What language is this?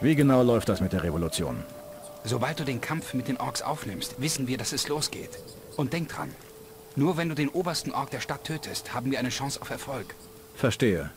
Bavarian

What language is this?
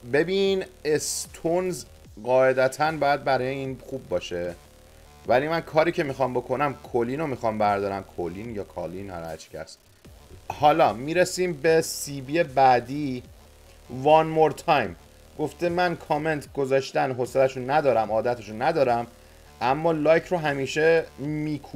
Persian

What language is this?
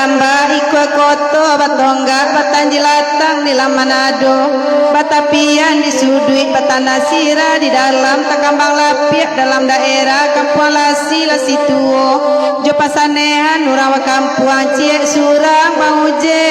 Minangkabau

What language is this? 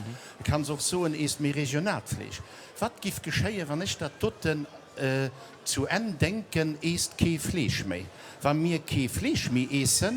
Luxembourgish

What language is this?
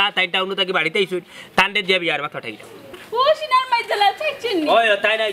Sylheti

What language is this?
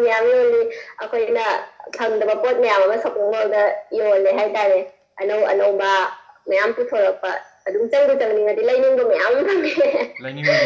Manipuri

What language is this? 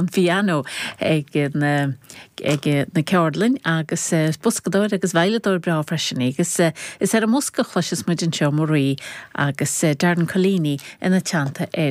Irish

